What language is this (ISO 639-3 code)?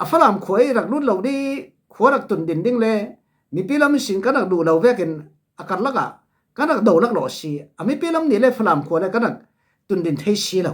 cfm